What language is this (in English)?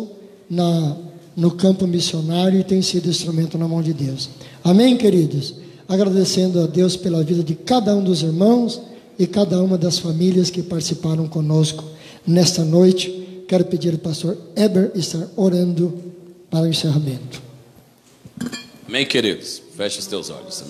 Portuguese